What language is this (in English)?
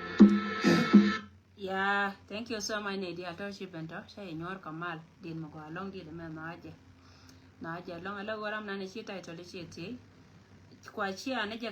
Nuer